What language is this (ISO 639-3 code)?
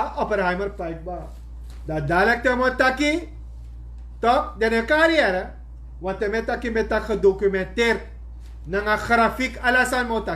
srn